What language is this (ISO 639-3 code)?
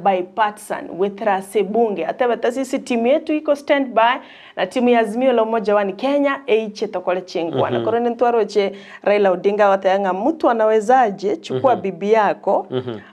guz